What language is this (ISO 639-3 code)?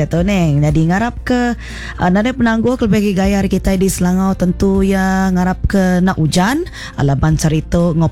iba